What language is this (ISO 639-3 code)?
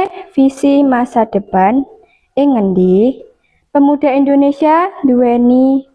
jav